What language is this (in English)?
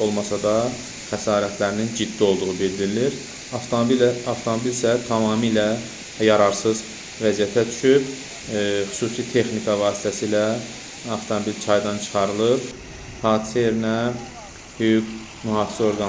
Azerbaijani